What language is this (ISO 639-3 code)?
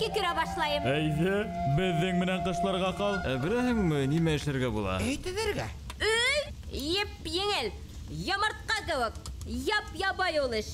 bak